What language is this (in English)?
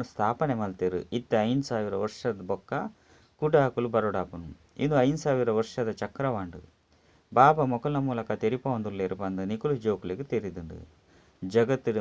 Tulu